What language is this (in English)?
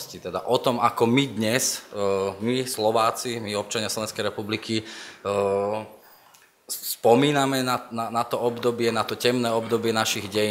Slovak